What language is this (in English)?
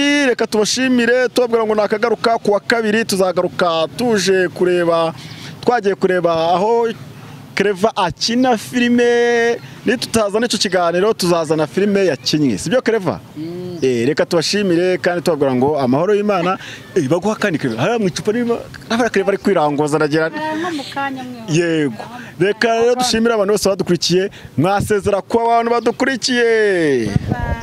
Kinyarwanda